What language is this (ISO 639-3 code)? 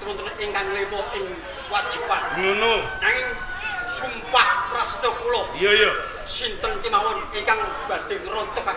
jav